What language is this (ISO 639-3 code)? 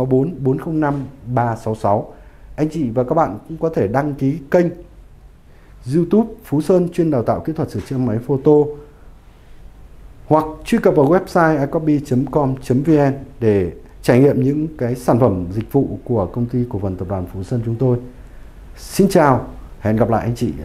vie